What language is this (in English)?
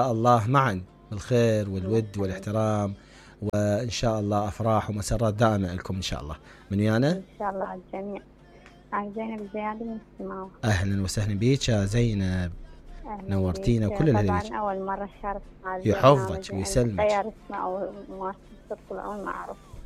Mesopotamian Arabic